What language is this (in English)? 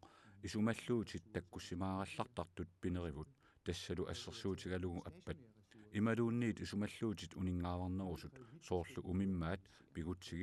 Kalaallisut